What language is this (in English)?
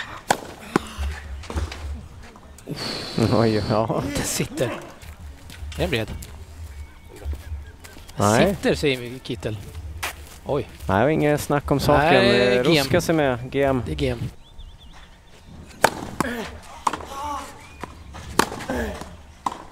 Swedish